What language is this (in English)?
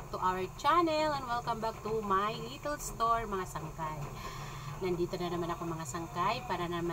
Filipino